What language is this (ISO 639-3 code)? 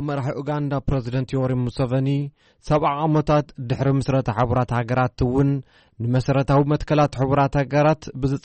tir